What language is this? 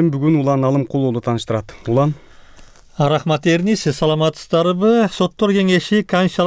Kyrgyz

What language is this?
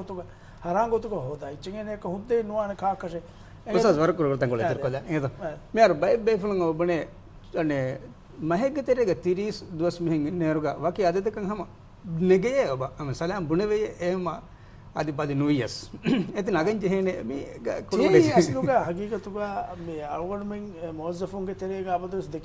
Divehi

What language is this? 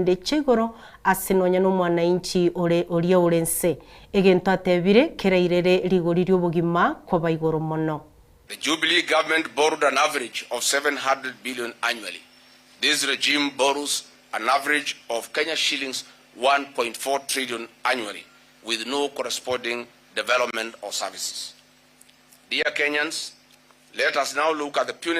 Gusii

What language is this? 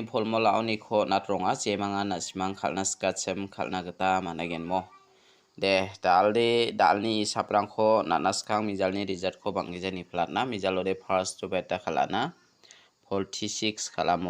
Garo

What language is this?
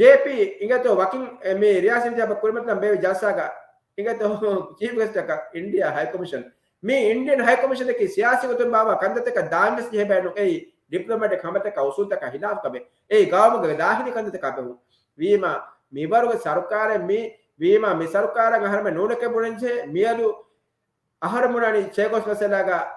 Divehi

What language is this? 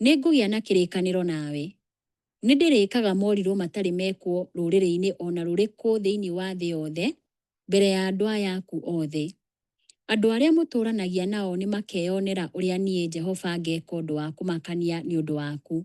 Kikuyu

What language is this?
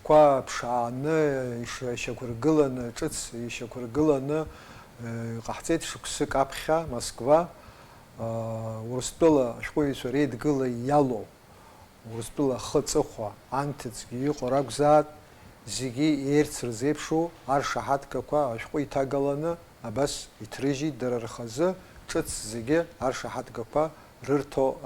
Abkhazian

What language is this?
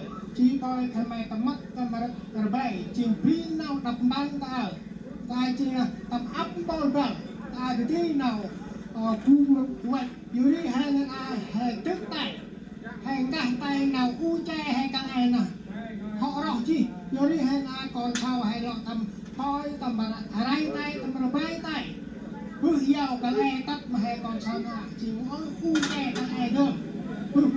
Central Mnong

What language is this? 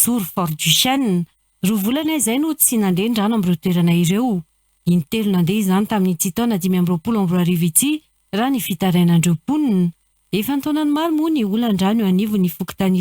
Malagasy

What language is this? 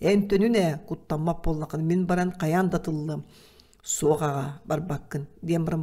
Yakut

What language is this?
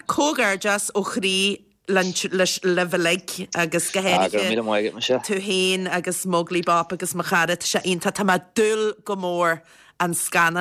Irish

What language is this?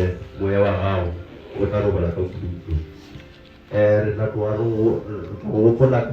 Northern Sotho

